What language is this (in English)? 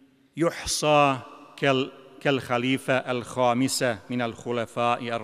Bosnian